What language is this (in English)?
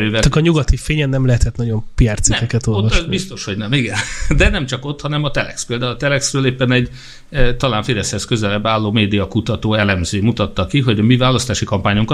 Hungarian